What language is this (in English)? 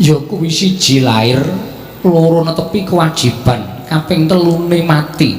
Javanese